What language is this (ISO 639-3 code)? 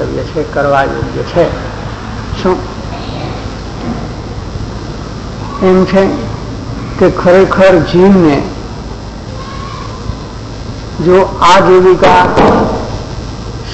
guj